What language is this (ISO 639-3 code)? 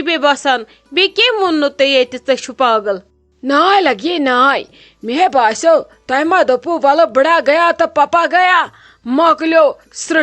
kas